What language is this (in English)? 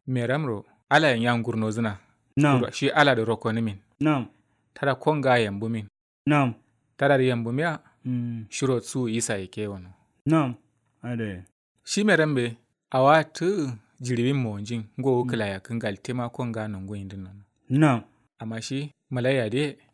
Kanuri